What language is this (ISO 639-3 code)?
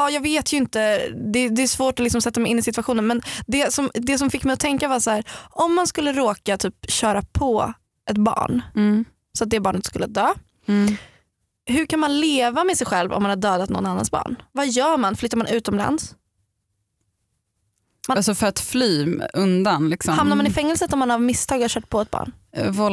swe